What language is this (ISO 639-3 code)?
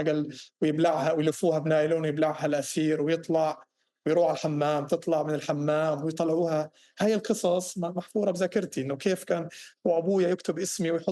apc